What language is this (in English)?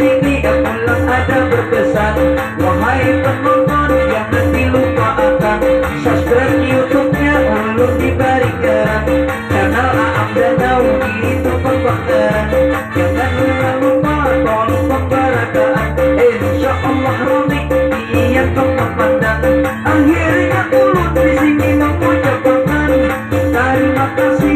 Banjar